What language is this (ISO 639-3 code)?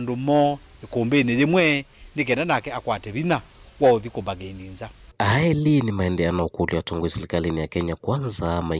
kam